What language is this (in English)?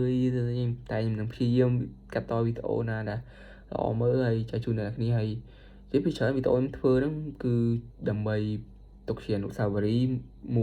Khmer